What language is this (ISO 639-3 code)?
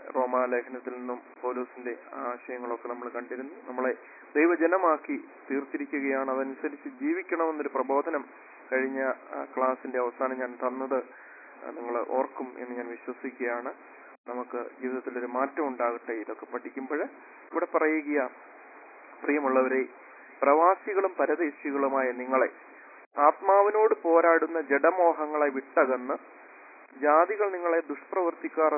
mal